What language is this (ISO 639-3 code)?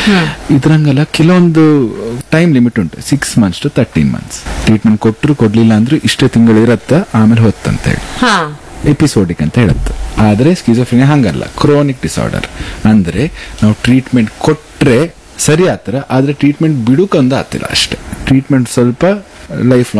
kan